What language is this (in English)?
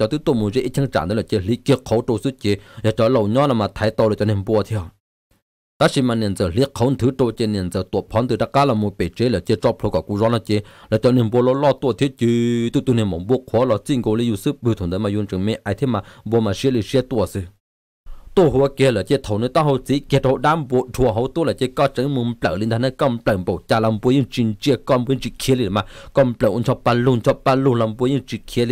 Vietnamese